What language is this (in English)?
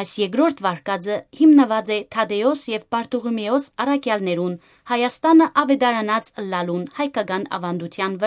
Western Armenian